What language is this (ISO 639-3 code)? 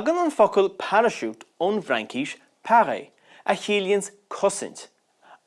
gle